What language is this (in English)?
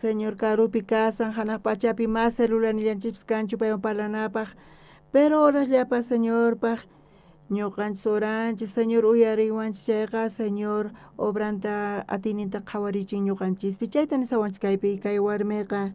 South Bolivian Quechua